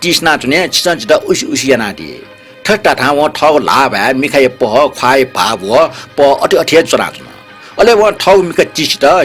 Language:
Newari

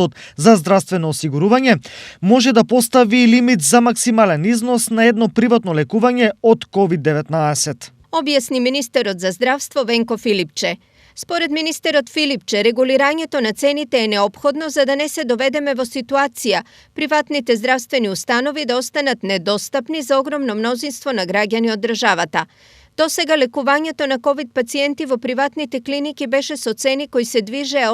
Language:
Macedonian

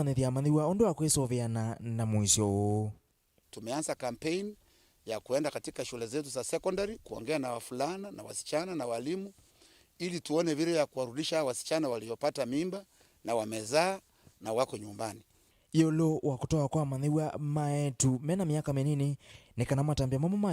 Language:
Kamba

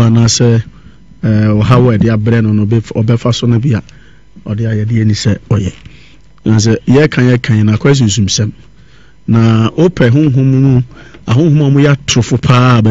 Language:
Akan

